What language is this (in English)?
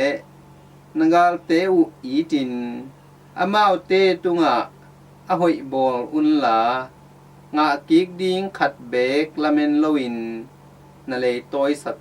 Tedim Chin